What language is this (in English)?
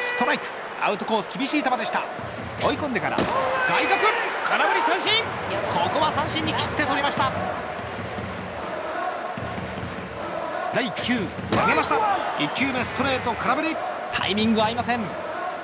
Japanese